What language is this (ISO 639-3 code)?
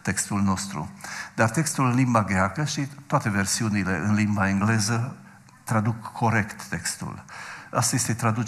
ron